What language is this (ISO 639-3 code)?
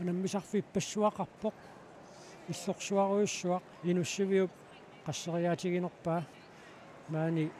kal